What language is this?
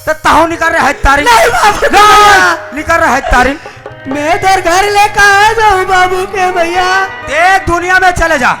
Chhattisgarhi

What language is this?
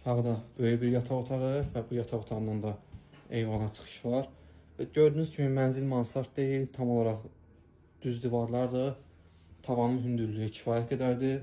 Azerbaijani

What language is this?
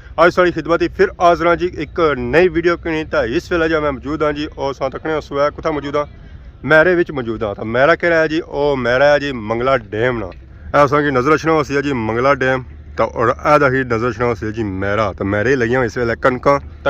Pahari-Potwari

